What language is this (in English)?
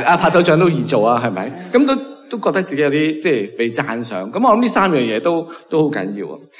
Cantonese